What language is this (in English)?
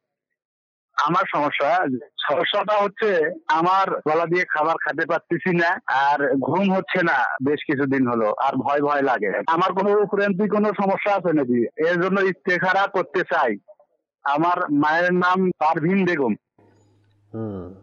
Bangla